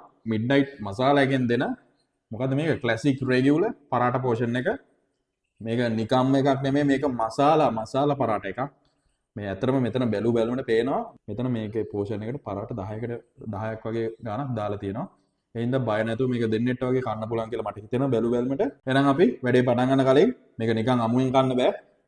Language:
Sinhala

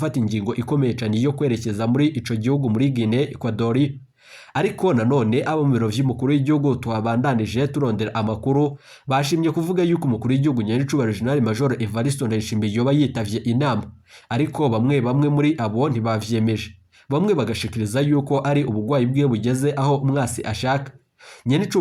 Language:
Rundi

